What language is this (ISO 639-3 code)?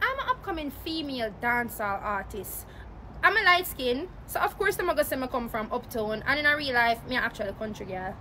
jam